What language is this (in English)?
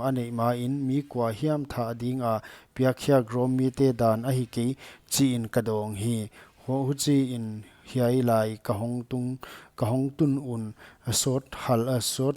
Paite Chin